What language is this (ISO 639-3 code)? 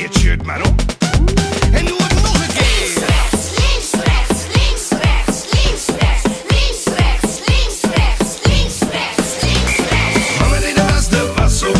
nld